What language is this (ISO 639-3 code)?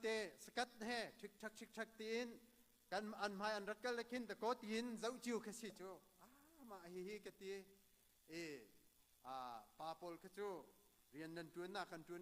cnh